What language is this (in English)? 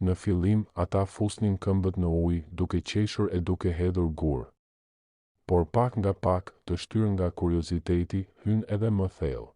Albanian